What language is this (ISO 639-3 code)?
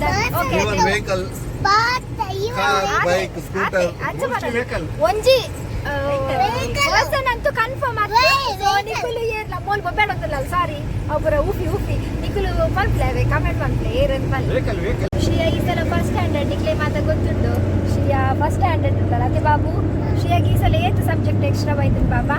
tcy